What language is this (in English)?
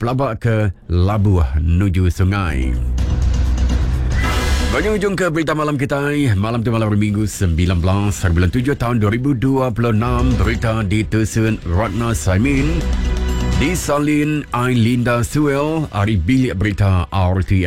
Malay